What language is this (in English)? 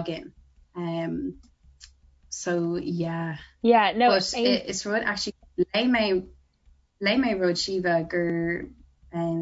Irish